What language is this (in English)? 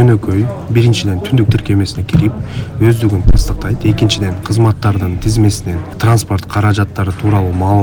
Kyrgyz